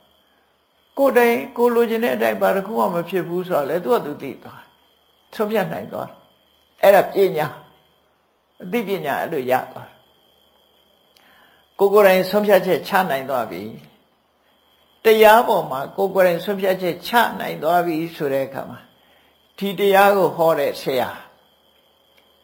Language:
Burmese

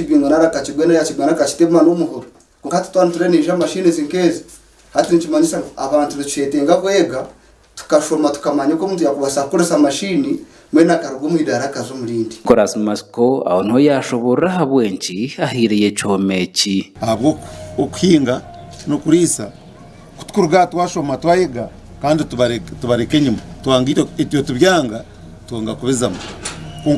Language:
Nyankole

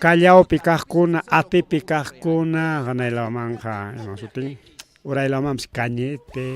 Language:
Ayacucho Quechua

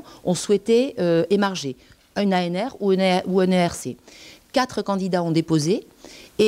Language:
French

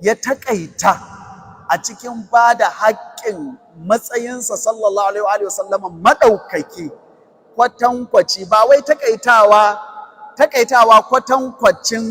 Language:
Hausa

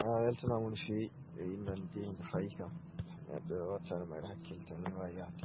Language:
Fula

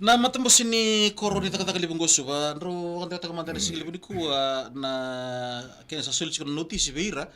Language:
Fijian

